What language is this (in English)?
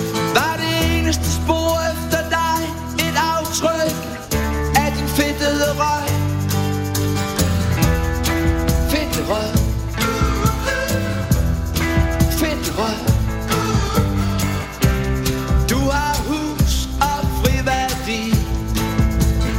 Danish